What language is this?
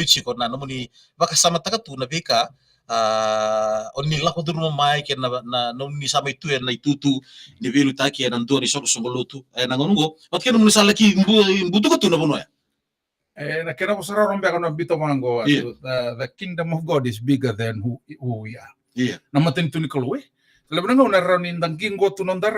Fijian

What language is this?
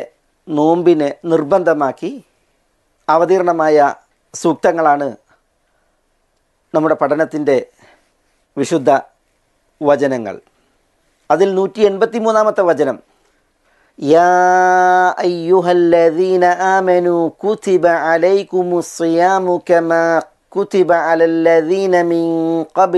Malayalam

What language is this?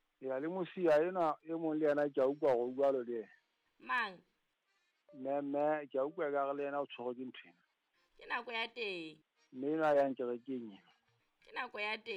Southern Sotho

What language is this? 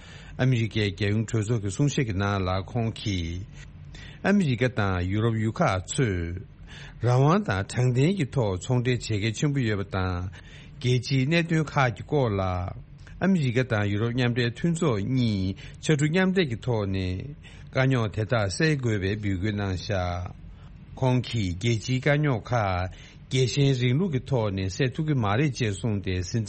Tibetan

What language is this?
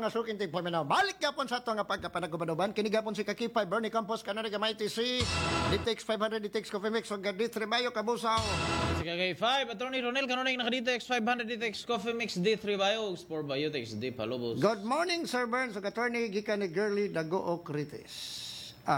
Cebuano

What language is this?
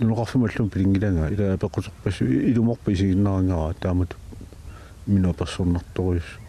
Kalaallisut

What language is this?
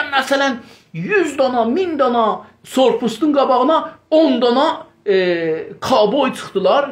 South Azerbaijani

